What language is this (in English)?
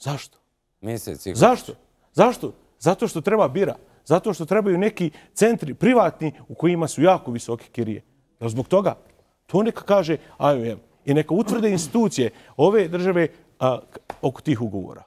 Bosnian